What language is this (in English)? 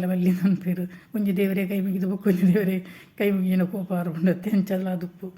Tulu